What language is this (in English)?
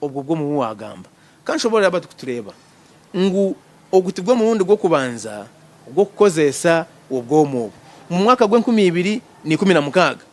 Nyankole